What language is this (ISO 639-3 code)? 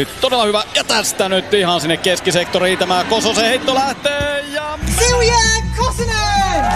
fin